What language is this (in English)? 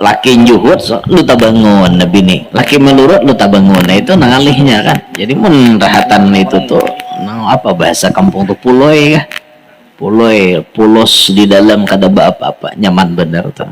Banjar